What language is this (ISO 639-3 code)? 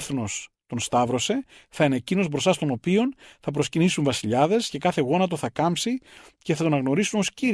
ell